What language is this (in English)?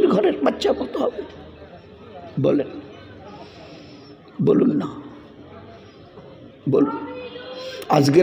Bangla